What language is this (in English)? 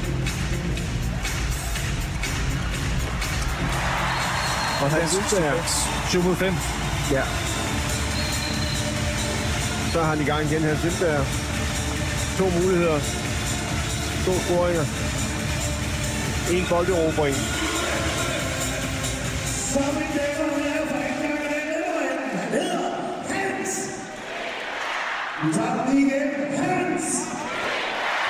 Danish